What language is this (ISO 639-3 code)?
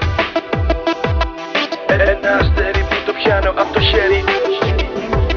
ell